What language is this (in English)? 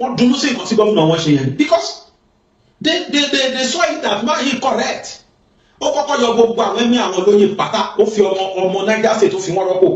Yoruba